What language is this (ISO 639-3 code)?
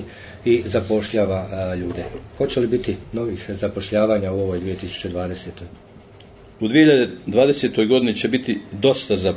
bos